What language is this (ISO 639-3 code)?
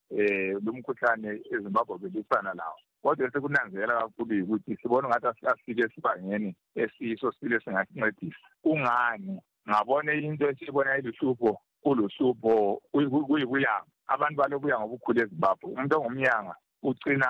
nde